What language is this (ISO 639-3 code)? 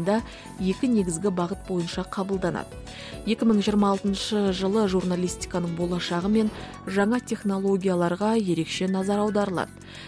kaz